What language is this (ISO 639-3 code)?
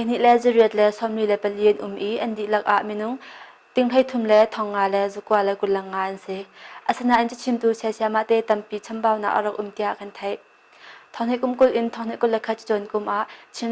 cnh